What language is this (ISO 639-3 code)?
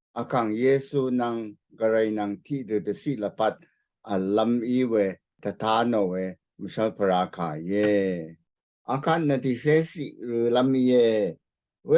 raw